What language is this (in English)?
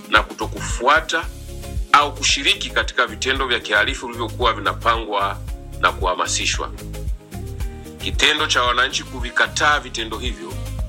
Swahili